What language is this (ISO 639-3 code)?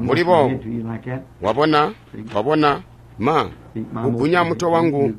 toi